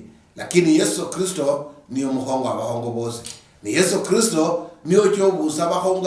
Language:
Luyia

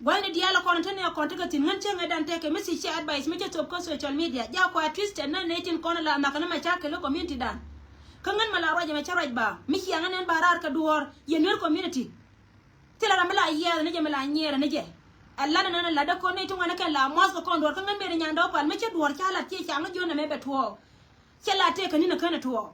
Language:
Nuer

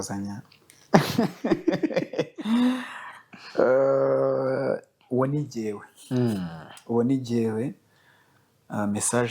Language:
Kinyarwanda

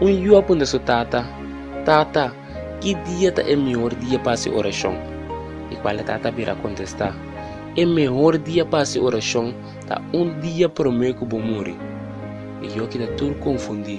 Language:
Papiamento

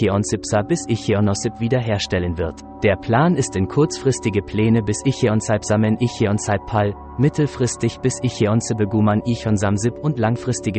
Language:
German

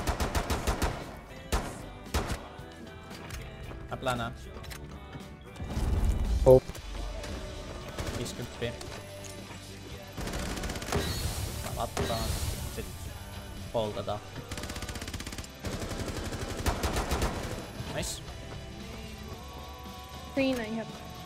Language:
Finnish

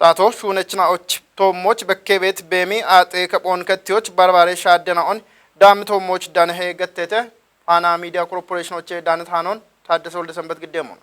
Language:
Kafa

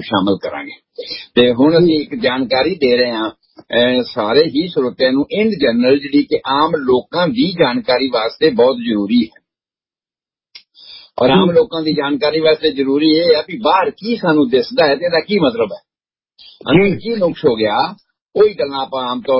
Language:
Punjabi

